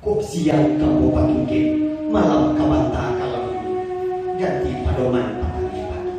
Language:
Minangkabau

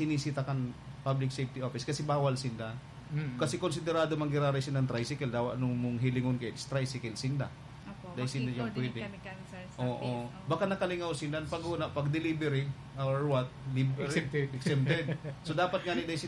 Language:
Bikol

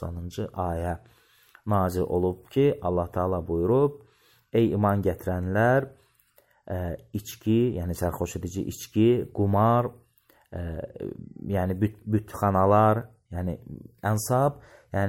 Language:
Azerbaijani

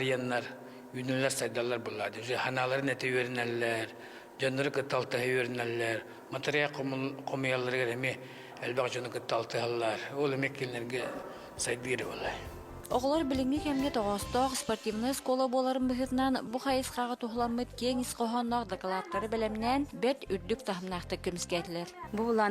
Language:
Yakut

